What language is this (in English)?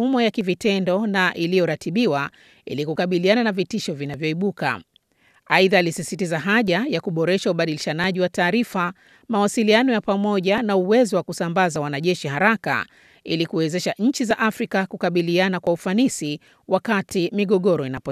Swahili